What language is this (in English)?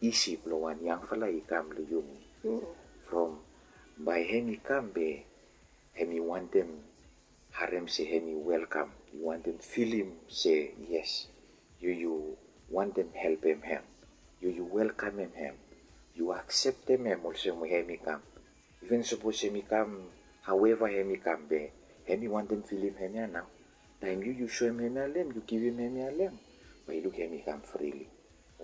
Bislama